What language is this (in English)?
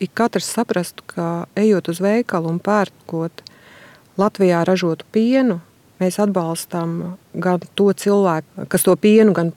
Latvian